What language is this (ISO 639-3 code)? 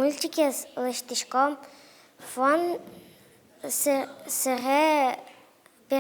udm